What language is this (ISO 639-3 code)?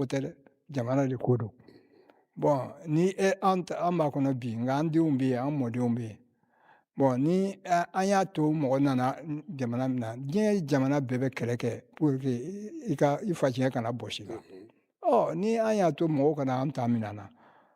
bam